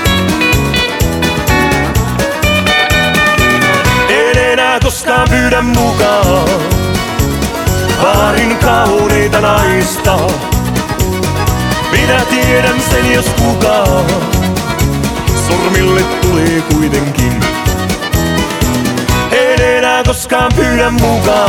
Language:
Finnish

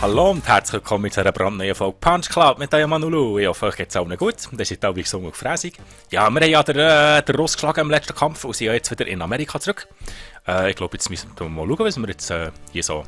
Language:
Swiss German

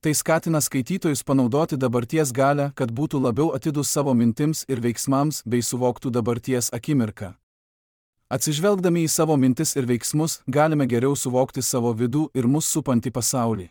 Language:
Lithuanian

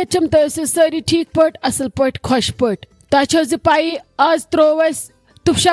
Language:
Kashmiri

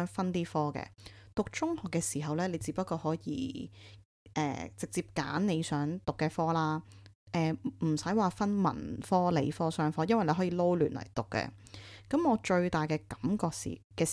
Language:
Cantonese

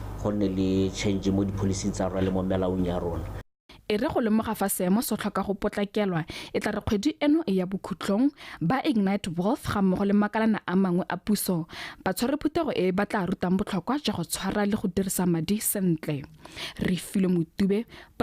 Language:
Tswana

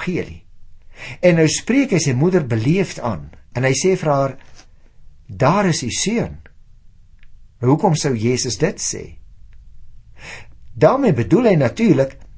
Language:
Afrikaans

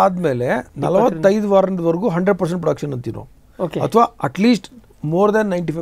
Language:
Kannada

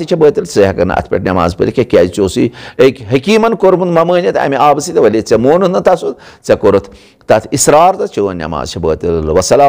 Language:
Kashmiri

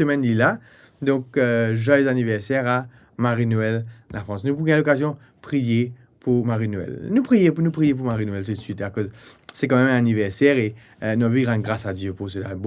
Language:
Morisyen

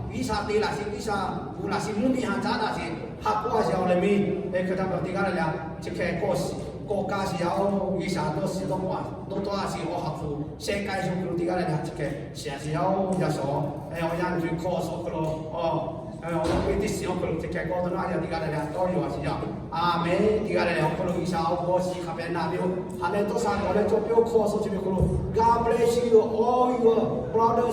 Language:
Lahu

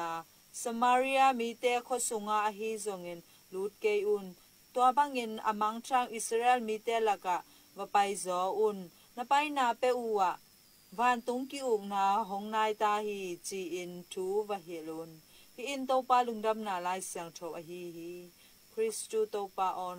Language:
Tedim Chin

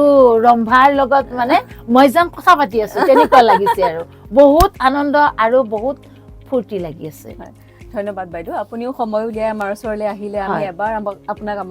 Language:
Assamese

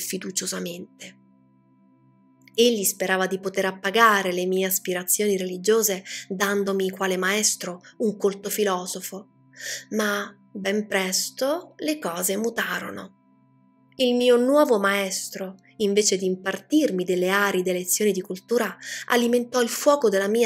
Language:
Italian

